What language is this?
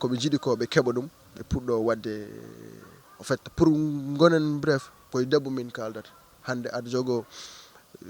Fula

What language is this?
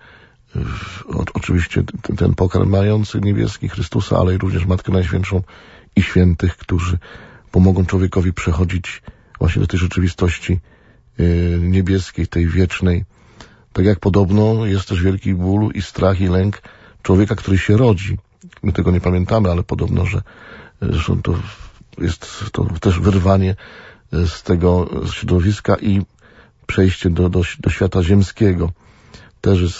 Polish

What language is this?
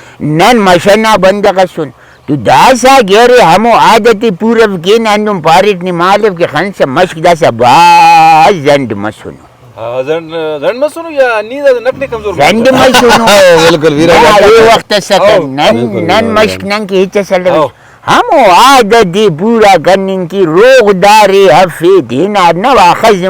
Brahui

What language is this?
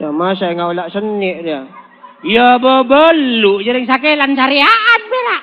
Madurese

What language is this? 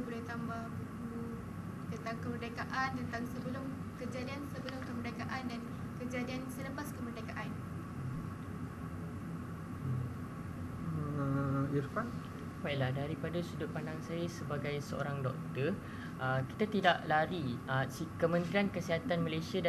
Malay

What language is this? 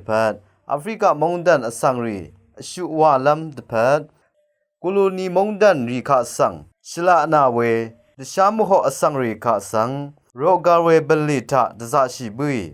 Rawang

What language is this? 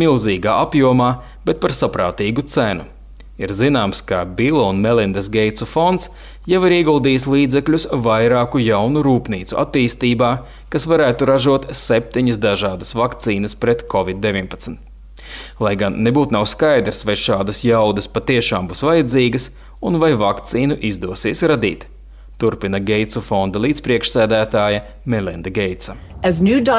Latvian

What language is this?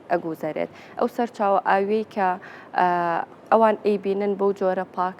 Central Kurdish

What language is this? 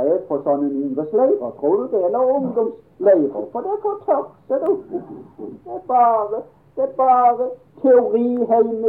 Norwegian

